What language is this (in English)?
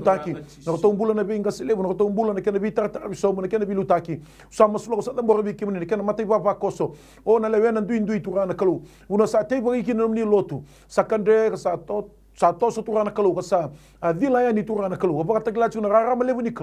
Fijian